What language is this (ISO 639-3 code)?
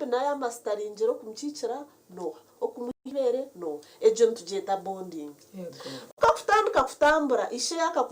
nyn